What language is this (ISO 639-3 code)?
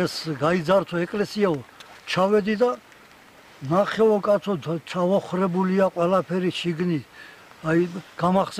kat